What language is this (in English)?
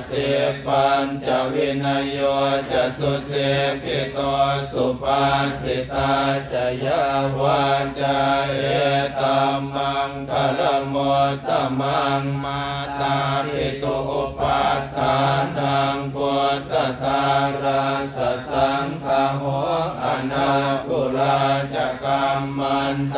Pali